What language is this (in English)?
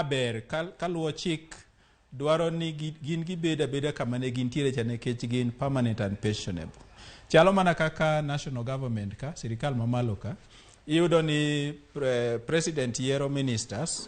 Luo (Kenya and Tanzania)